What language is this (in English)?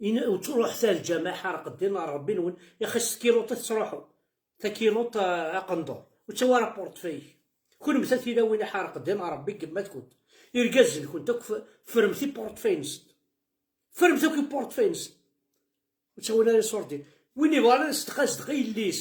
Kabyle